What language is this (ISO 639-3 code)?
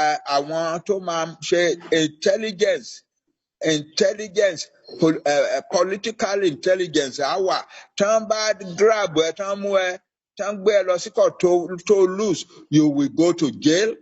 yor